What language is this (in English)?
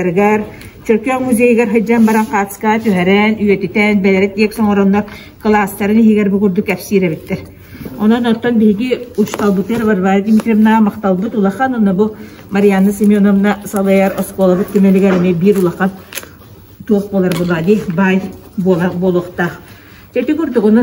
Yakut